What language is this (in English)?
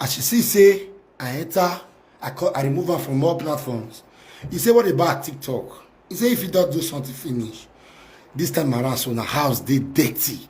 Nigerian Pidgin